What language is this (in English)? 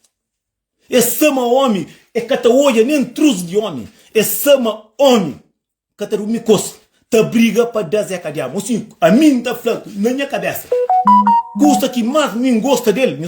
Kabuverdianu